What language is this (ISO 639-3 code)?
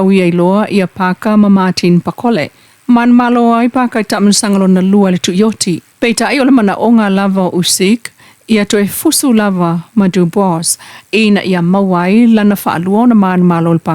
smo